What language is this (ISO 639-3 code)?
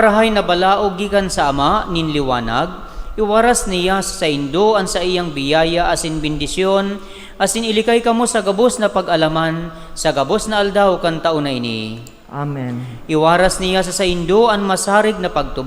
bik